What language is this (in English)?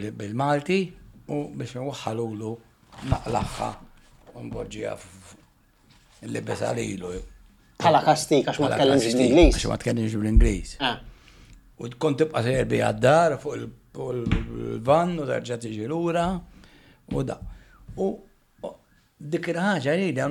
Maltese